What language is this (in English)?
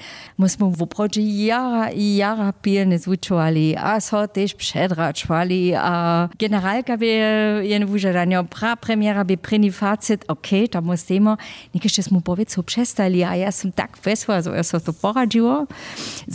Upper Sorbian